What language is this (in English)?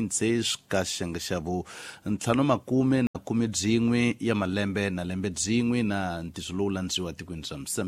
Tsonga